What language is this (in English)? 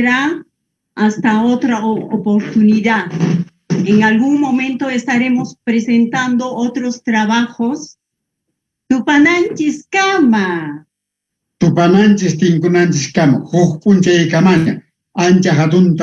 Quechua